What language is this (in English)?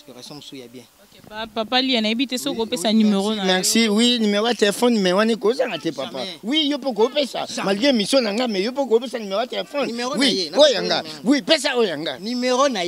Lingala